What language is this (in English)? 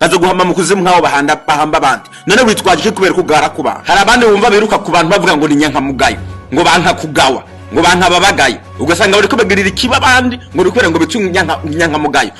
Rundi